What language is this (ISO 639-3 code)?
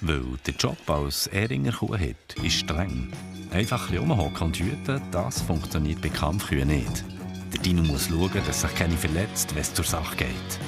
gsw